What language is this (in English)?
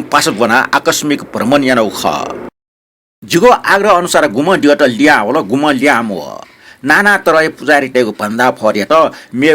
Newari